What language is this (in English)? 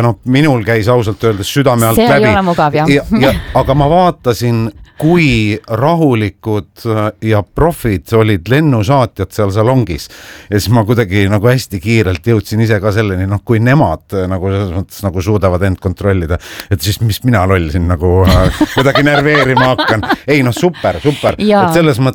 Estonian